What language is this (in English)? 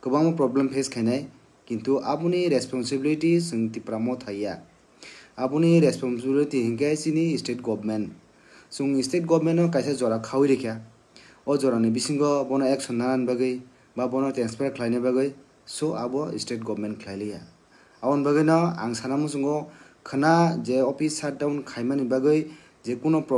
Kok Borok